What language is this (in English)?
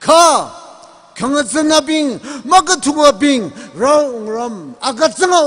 Tangkhul Naga (India)